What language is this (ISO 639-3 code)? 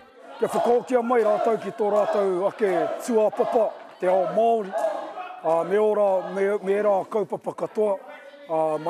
mri